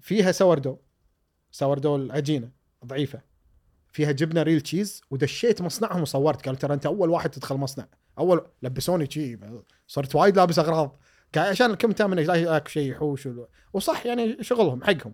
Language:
Gulf Arabic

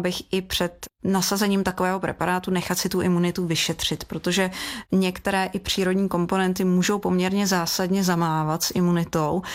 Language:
Czech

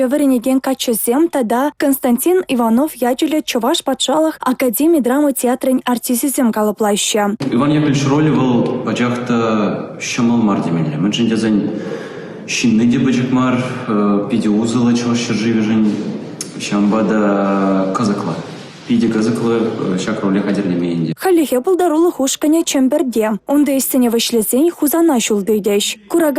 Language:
Chuvash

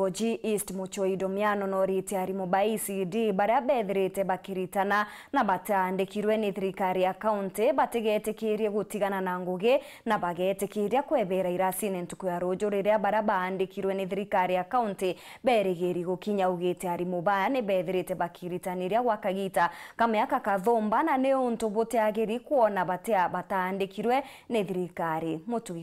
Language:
Meru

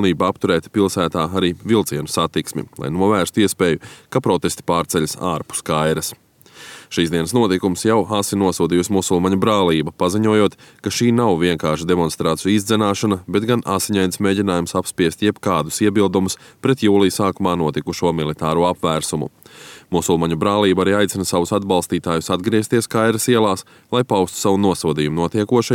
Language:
Latvian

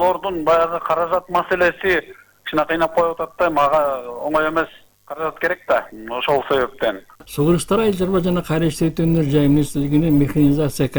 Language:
Kyrgyz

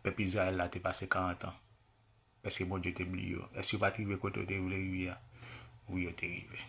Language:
Haitian Creole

